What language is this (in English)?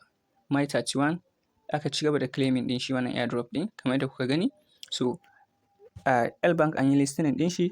Hausa